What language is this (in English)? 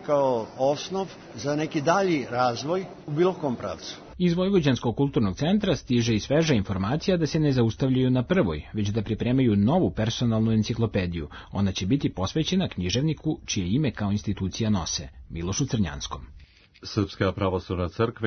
Serbian